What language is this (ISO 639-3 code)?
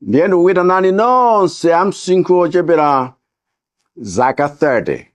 nya